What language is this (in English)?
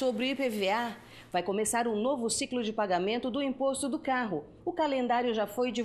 Portuguese